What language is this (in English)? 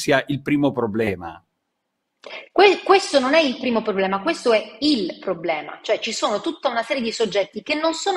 Italian